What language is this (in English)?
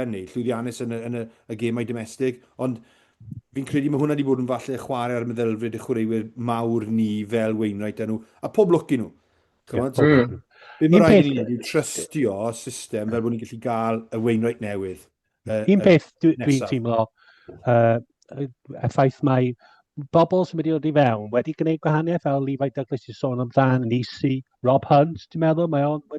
Welsh